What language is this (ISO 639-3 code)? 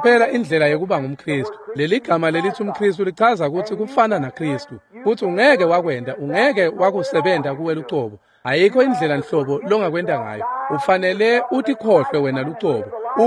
ssw